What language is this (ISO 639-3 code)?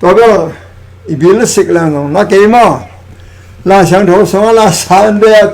ctd